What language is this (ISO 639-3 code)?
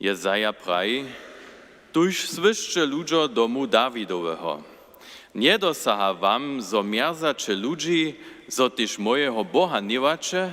hsb